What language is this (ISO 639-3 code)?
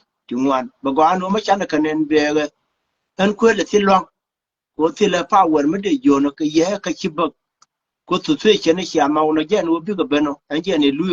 nus